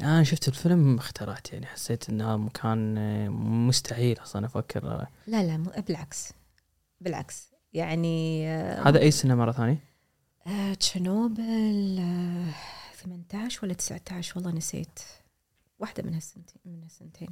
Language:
Gulf Arabic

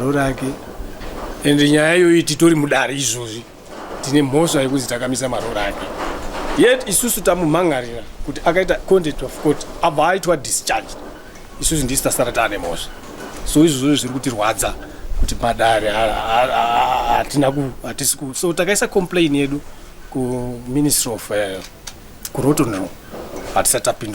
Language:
Shona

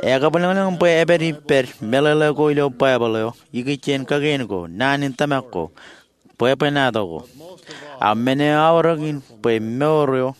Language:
Marshallese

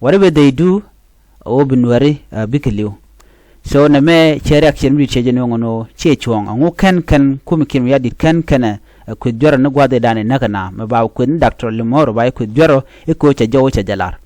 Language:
Nuer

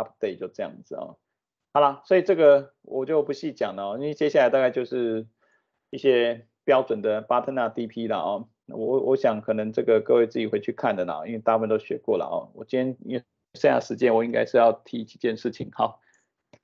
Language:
Chinese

